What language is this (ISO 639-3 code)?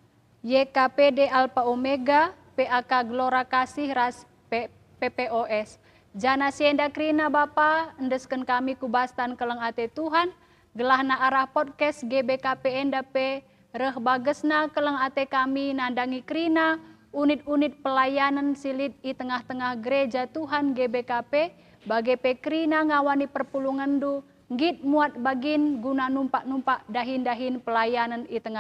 btx